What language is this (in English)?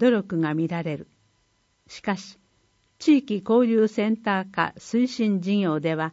Japanese